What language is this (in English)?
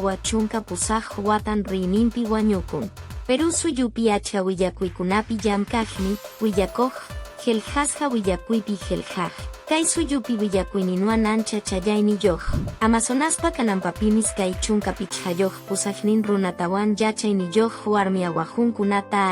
Quechua